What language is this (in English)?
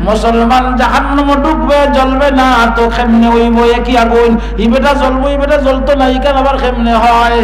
Sylheti